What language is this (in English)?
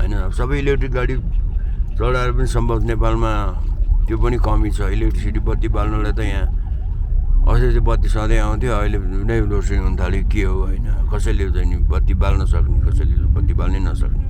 Nepali